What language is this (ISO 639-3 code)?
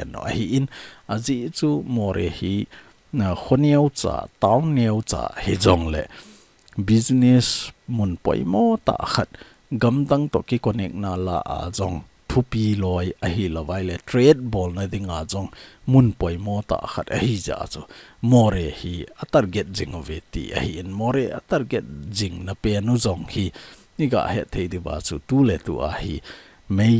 tcz